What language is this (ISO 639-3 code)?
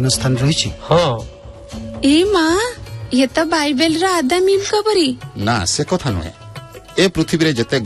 ori